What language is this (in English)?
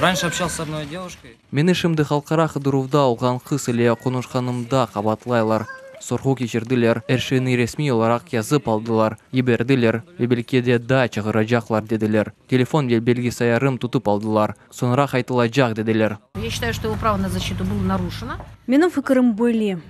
Crimean Tatar